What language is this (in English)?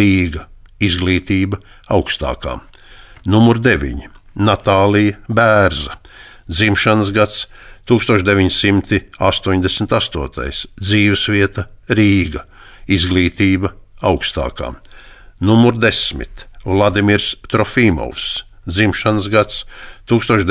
Latvian